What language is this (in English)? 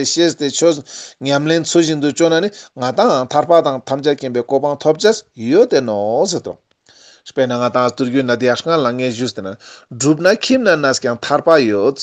Ladakhi